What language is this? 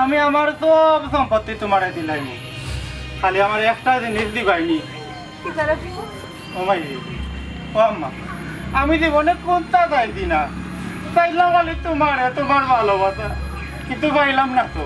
Sylheti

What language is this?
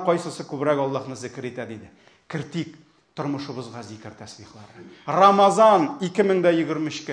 Tatar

